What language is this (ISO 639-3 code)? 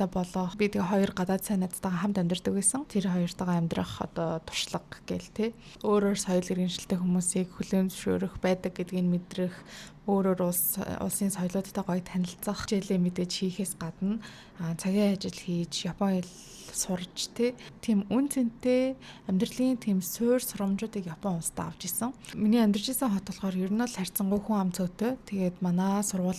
mon